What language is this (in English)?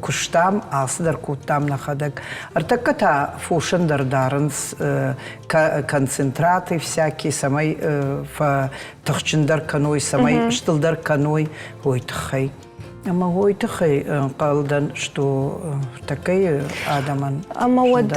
Ossetic